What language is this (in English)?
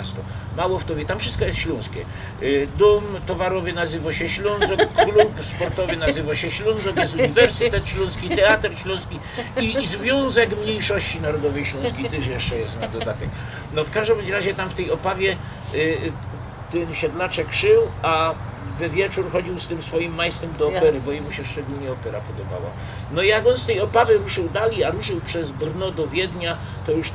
Silesian